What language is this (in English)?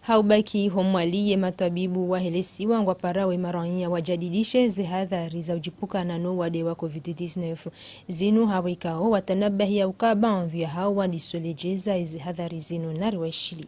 Ngazidja Comorian